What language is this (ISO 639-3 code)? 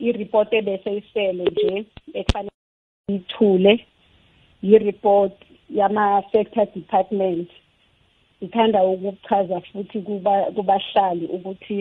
nbl